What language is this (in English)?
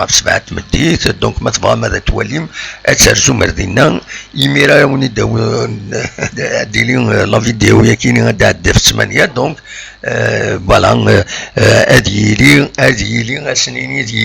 Kabyle